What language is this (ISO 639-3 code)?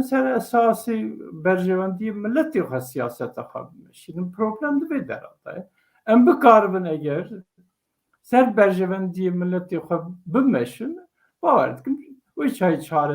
kur